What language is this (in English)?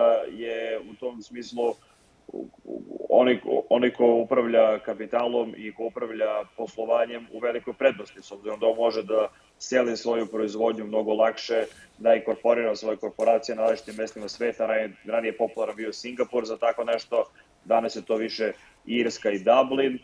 Serbian